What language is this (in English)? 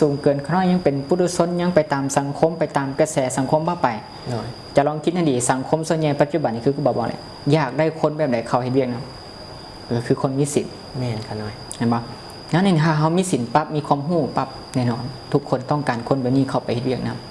Lao